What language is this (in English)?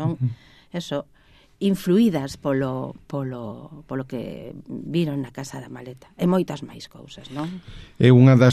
Galician